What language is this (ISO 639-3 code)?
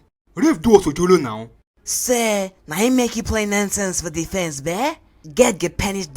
pcm